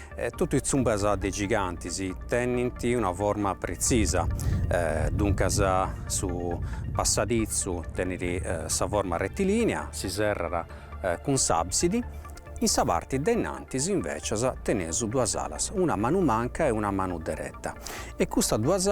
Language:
Sardinian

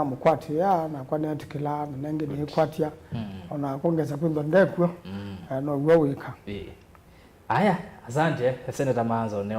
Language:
Kamba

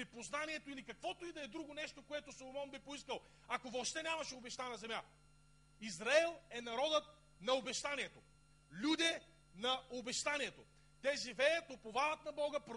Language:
Bulgarian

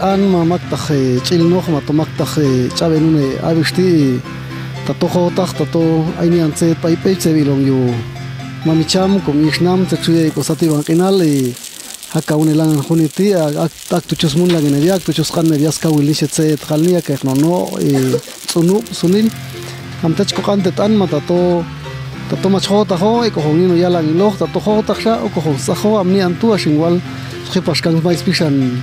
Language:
Popti'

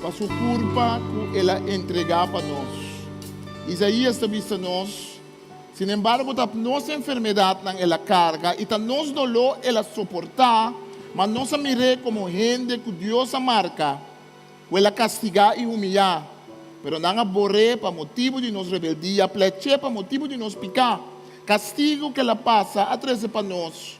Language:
Papiamento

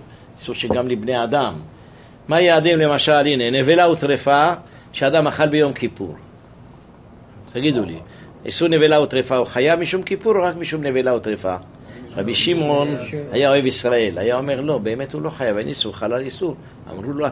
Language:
Hebrew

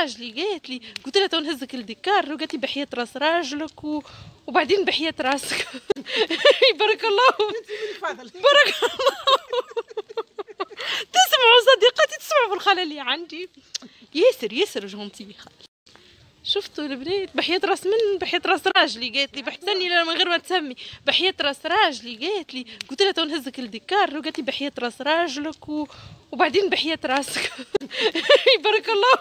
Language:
Tunisian Arabic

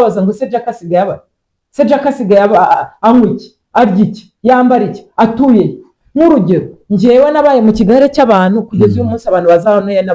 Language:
Kinyarwanda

